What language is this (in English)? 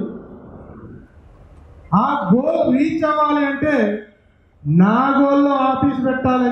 Telugu